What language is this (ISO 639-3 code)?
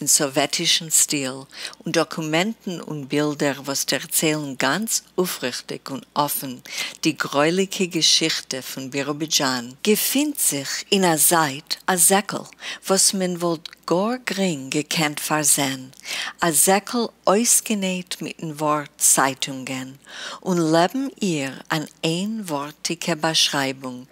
yid